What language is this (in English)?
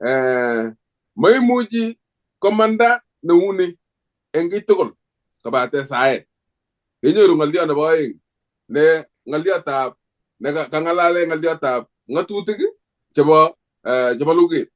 Kalenjin